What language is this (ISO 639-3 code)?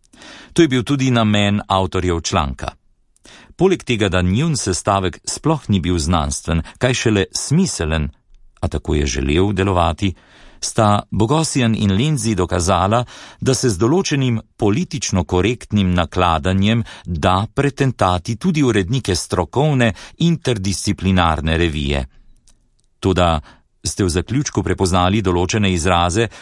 slv